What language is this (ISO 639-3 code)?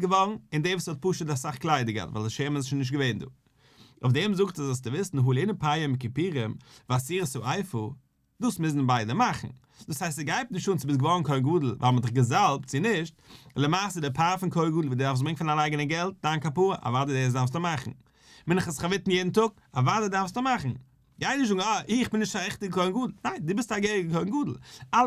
yid